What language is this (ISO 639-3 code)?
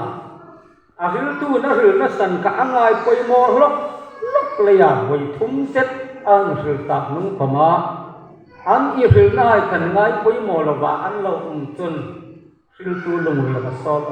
hmr